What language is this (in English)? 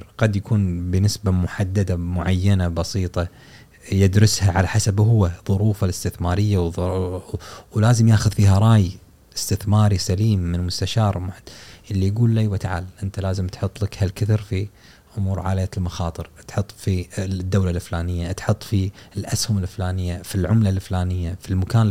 Gulf Arabic